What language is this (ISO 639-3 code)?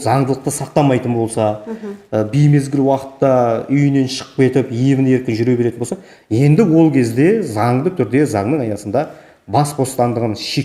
kaz